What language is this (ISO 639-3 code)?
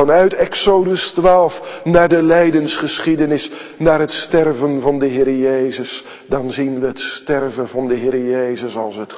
nld